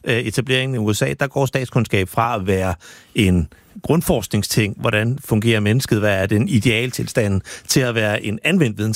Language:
Danish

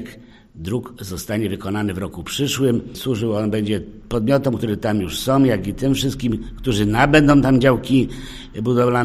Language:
Polish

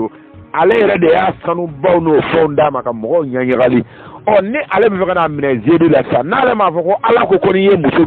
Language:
Bambara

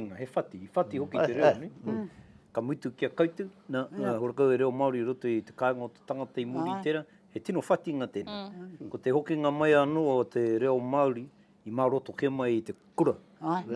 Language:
Māori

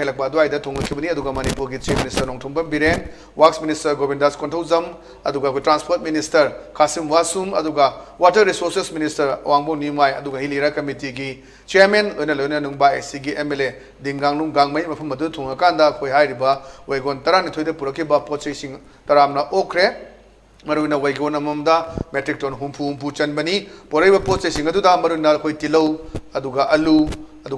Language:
Manipuri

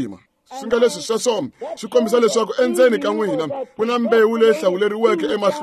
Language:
Tsonga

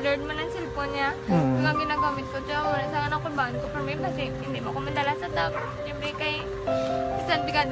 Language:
Hiligaynon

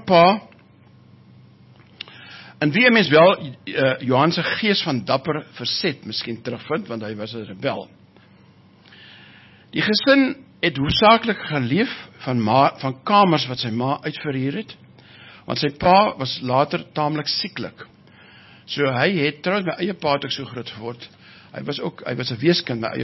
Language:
Afrikaans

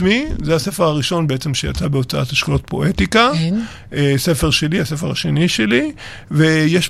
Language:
Hebrew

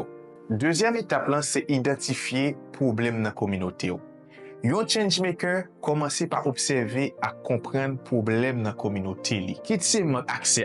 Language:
Haitian Creole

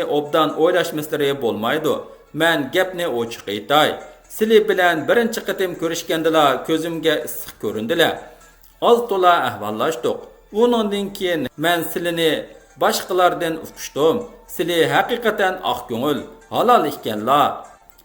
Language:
Uyghur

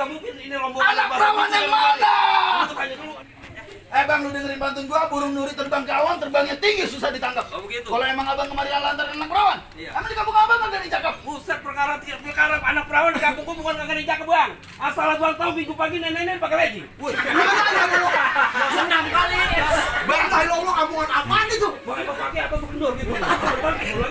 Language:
Betawi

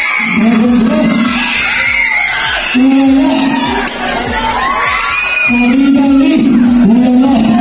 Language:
Filipino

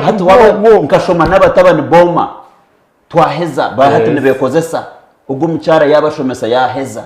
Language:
Nyankole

